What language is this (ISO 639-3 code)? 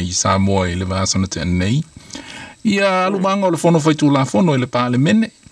smo